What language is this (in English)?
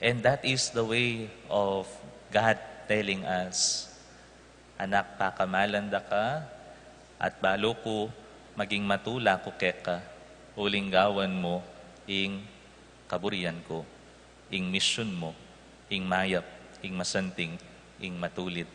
Pampanga